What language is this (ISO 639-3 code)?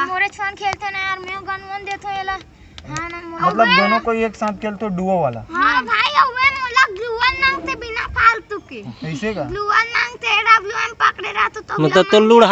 hne